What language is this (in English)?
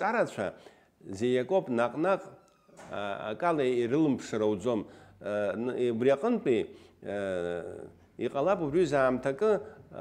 Abkhazian